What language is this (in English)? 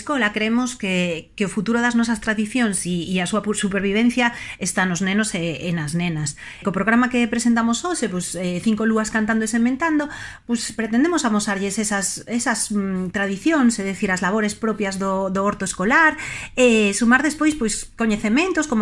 Galician